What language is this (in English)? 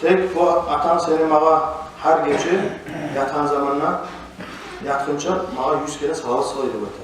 Kumyk